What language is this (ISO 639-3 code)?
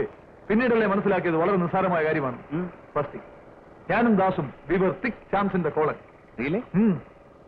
mal